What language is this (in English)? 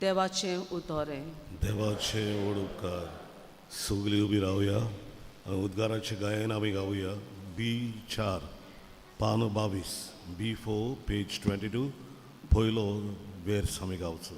Konkani